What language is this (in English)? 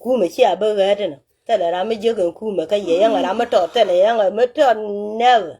Nuer